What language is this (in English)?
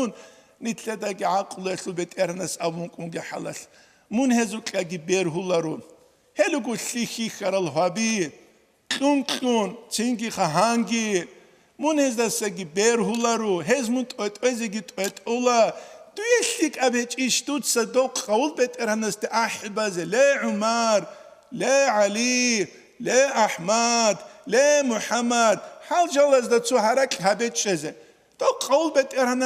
Avaric